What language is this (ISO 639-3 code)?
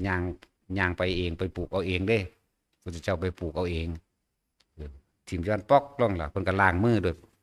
tts